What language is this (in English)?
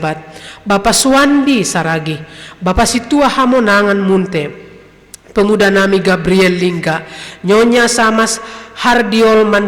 Batak Simalungun